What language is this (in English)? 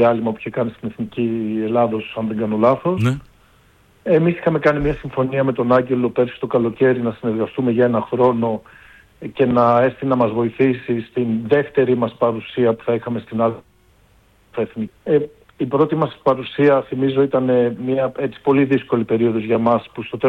Greek